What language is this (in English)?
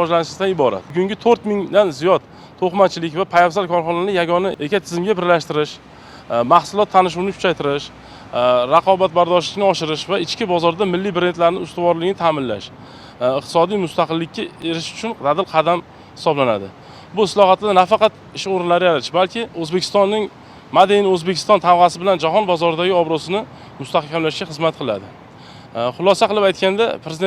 Uzbek